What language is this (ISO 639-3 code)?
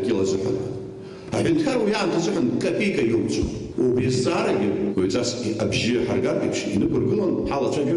abk